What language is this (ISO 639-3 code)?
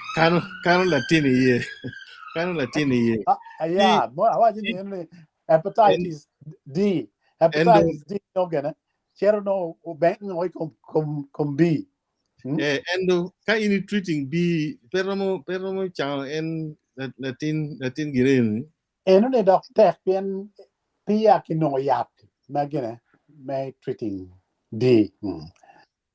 ach